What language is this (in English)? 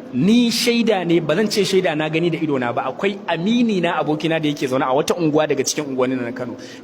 Hausa